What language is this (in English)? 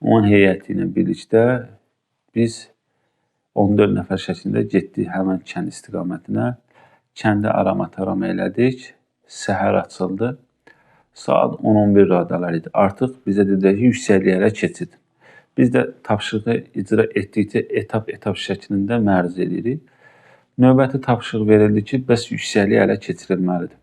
Azerbaijani